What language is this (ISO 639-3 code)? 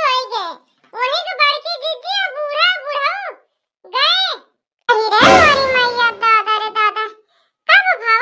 awa